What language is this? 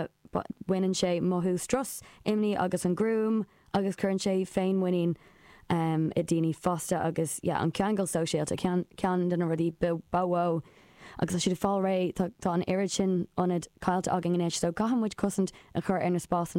Irish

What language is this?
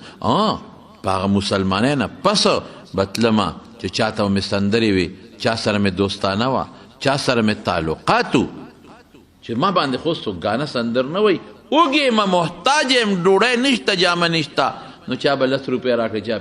Pashto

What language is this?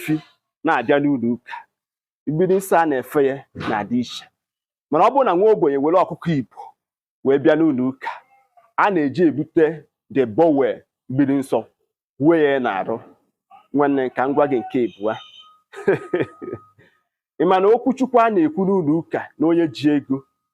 Igbo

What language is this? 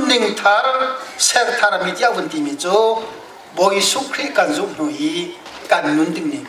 Hakha Chin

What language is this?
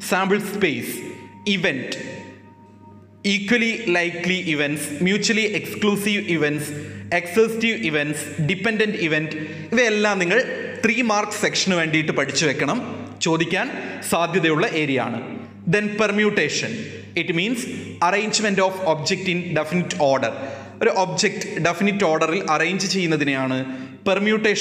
Malayalam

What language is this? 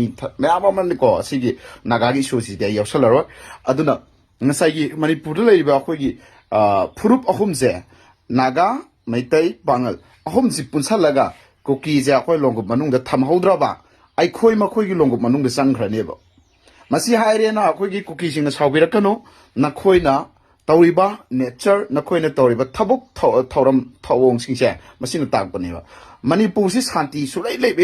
Manipuri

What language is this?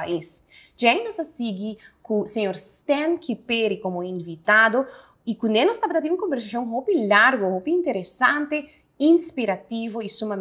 Papiamento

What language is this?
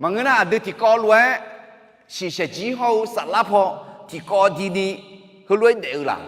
Akha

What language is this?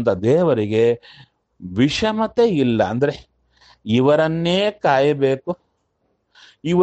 Kannada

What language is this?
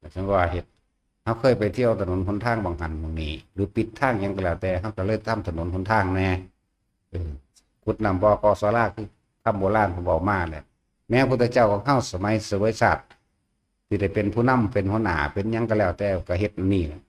Northeastern Thai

